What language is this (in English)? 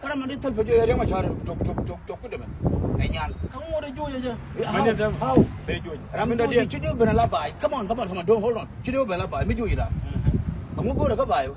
Nuer